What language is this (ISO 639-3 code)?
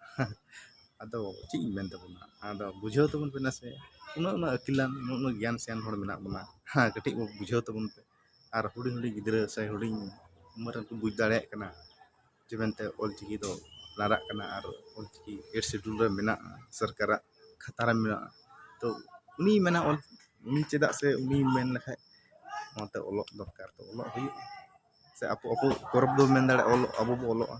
sat